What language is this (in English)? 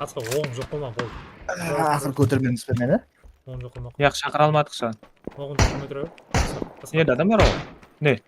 Kara-Kalpak